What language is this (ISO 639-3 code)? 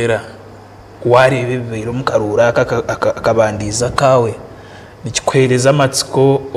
nyn